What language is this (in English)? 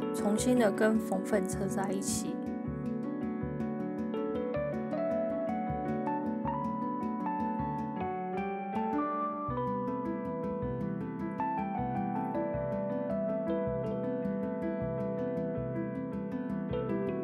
Chinese